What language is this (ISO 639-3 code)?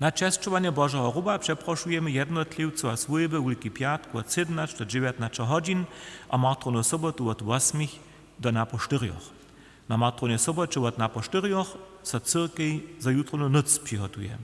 hsb